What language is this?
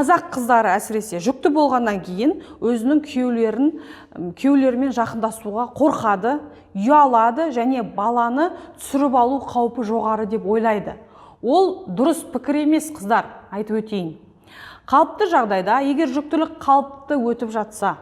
Kazakh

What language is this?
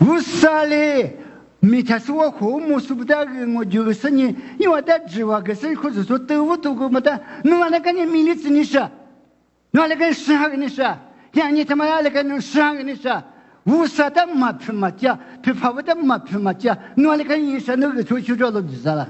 Lisu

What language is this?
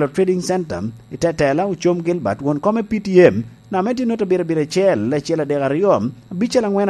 Lango (Uganda)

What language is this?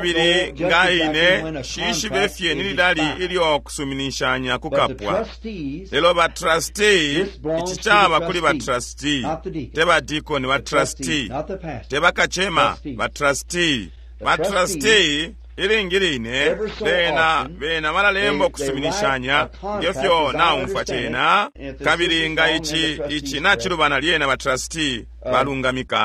Bemba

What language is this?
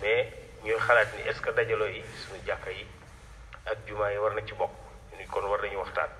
Wolof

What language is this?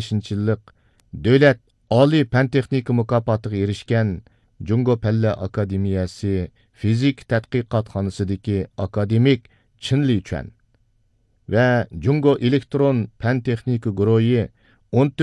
Uyghur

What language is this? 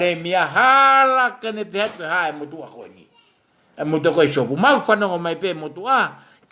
Tongan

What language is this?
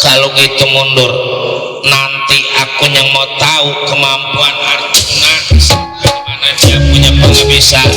Betawi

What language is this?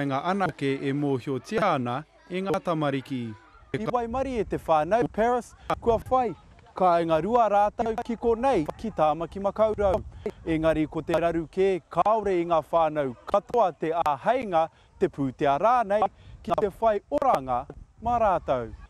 Māori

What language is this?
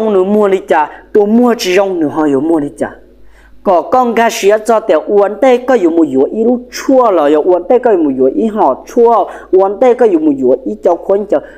Hmong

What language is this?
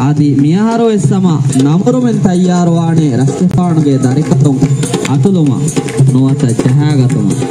Divehi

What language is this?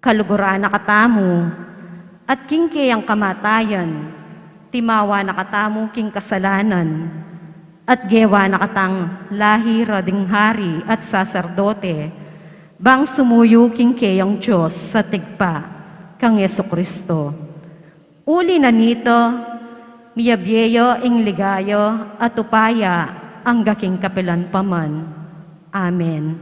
Pampanga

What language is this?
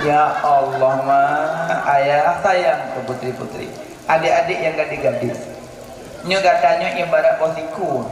Achinese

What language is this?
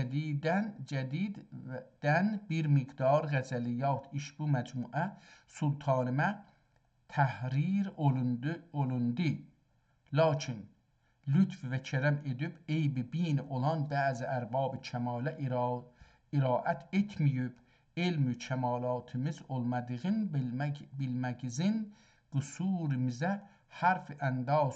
South Azerbaijani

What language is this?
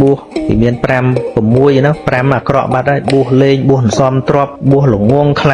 Khmer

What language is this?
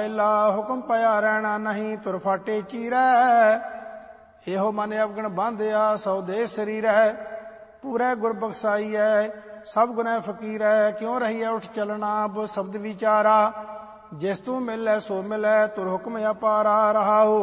Punjabi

